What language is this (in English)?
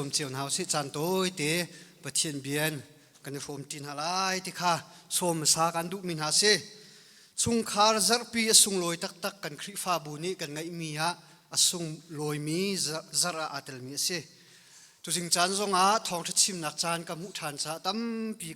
Hakha Chin